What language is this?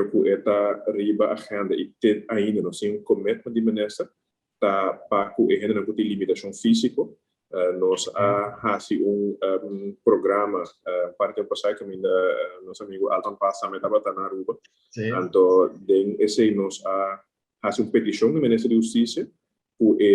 Papiamento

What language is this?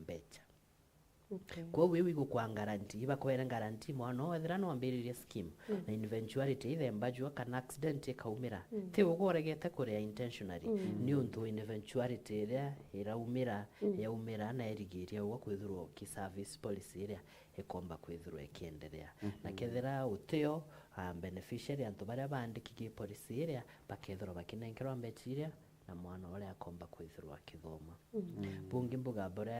Meru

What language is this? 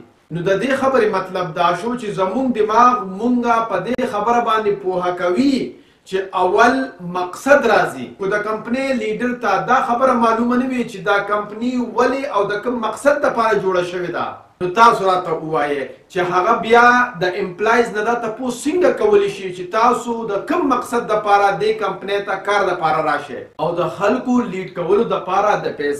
Pashto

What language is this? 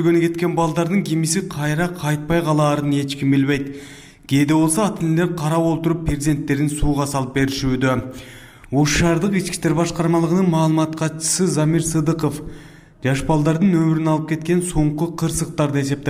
Kyrgyz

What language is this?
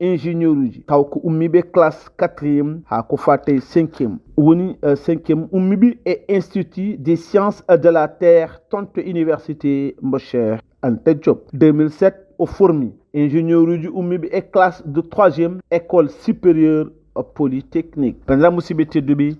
Fula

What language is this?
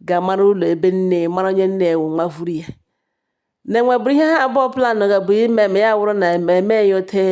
Igbo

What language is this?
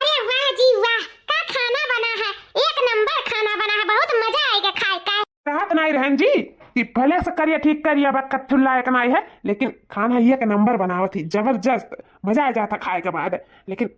Awadhi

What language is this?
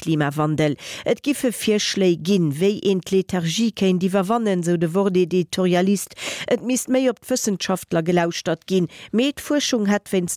Luxembourgish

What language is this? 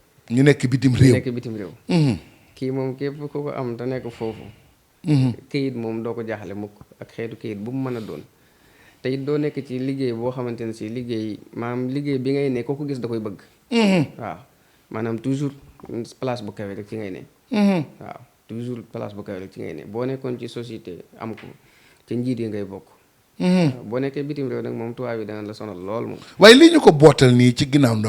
Wolof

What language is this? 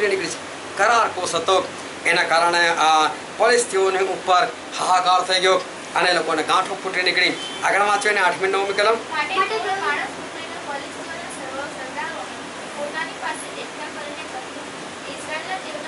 Gujarati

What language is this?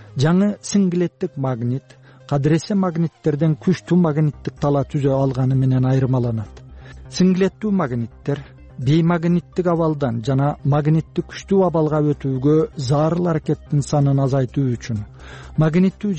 Kyrgyz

